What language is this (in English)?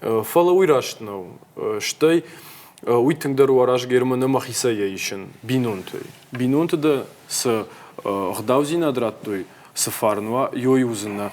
Ossetic